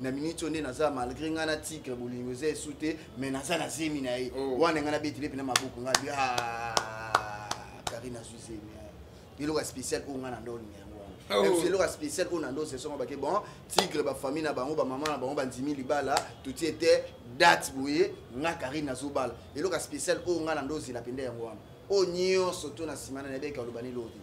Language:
Lingala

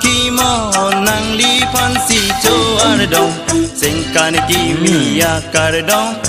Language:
Karbi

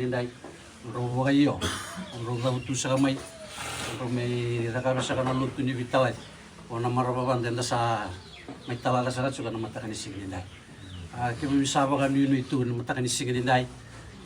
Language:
Fijian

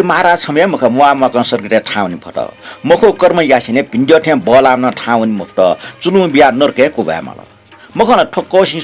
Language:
Newari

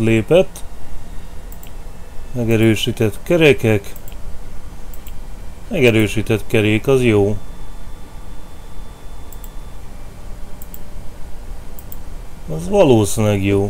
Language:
Hungarian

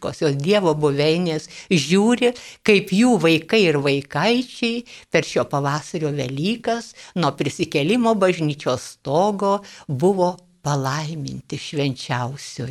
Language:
Lithuanian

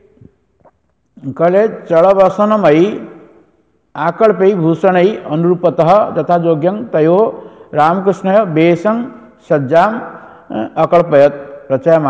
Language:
Odia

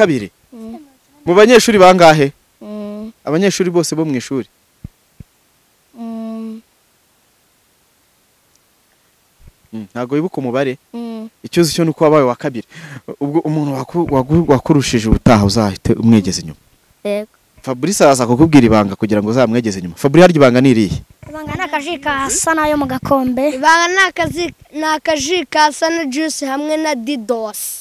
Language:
Kinyarwanda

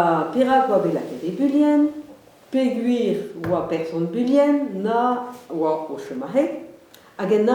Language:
Breton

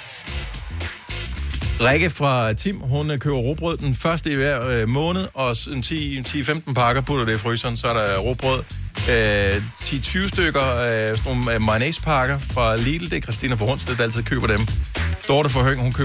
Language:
Danish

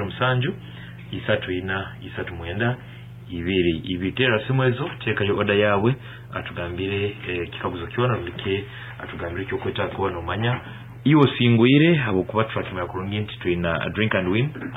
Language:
Nyankole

